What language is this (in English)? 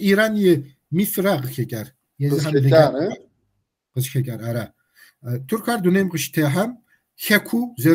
Kabardian